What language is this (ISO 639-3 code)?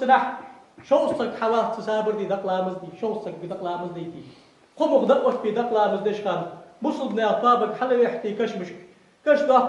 inh